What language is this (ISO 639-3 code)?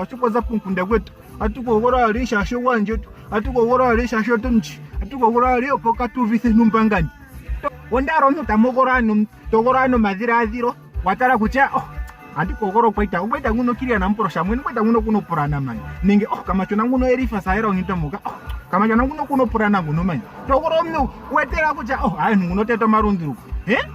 ndo